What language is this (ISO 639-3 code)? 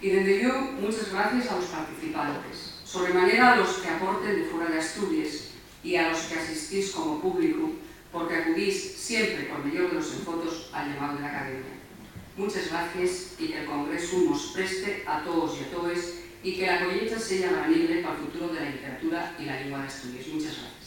ast